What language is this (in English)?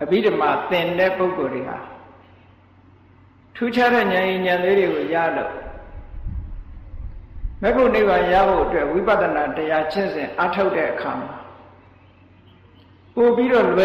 Burmese